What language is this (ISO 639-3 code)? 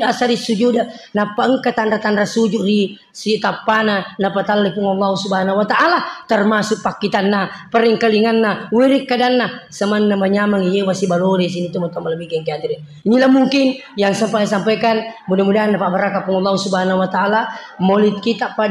bug